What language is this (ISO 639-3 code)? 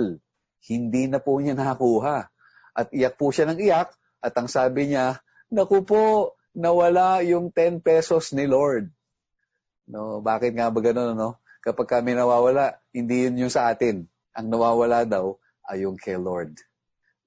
fil